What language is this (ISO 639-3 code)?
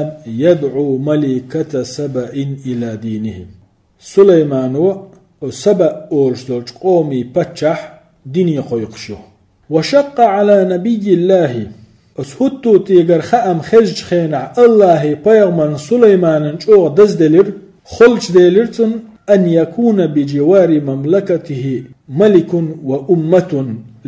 che